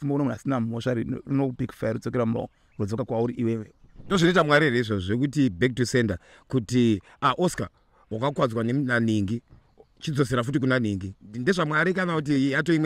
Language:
Shona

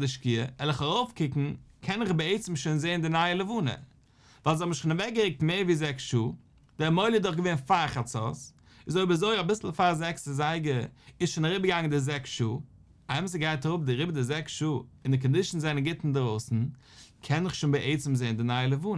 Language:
Yiddish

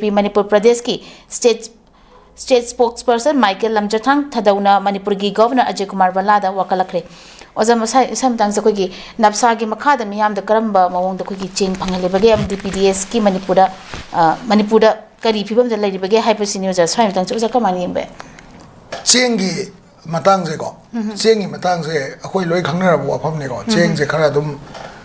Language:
Manipuri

